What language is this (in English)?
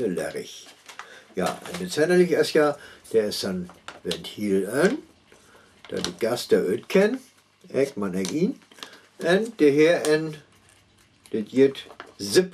Northern Frisian